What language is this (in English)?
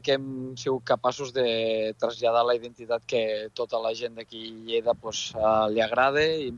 Catalan